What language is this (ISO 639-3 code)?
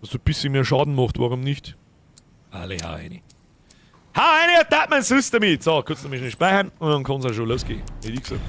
bar